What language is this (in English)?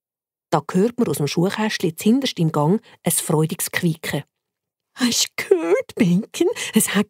Swiss German